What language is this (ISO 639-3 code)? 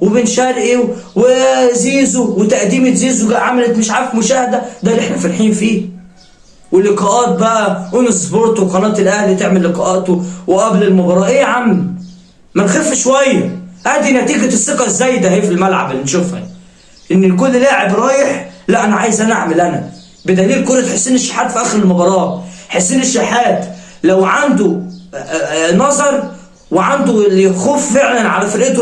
arz